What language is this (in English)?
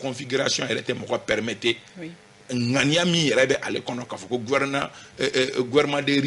Bambara